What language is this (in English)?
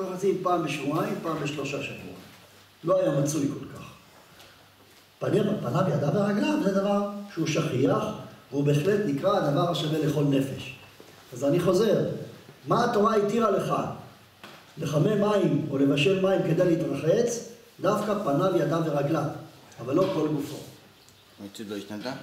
Hebrew